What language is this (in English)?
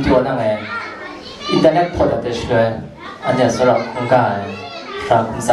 Kachin